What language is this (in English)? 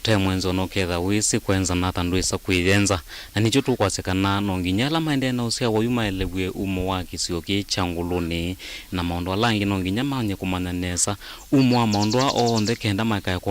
Kamba